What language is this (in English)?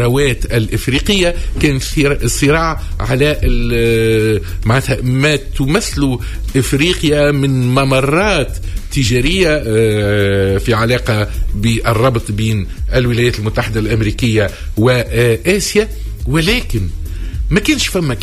Tunisian Arabic